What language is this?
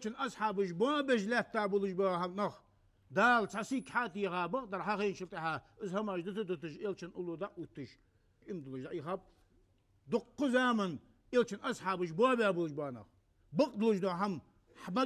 Ingush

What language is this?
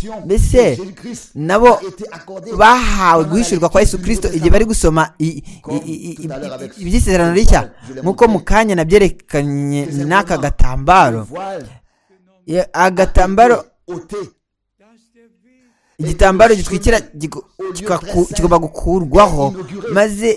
Kinyarwanda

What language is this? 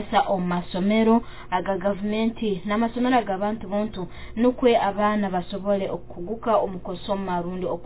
Nyoro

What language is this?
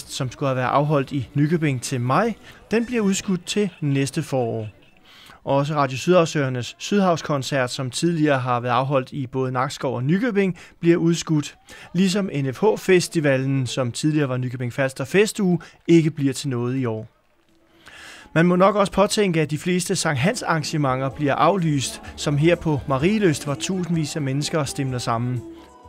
Danish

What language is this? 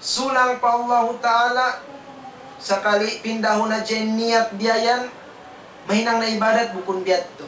Tausug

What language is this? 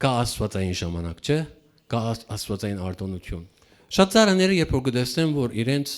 Western Armenian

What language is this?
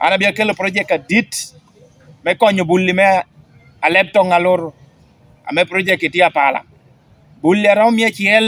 Lango (Uganda)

